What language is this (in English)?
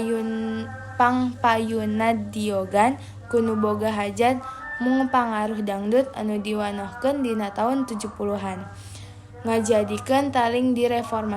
Sundanese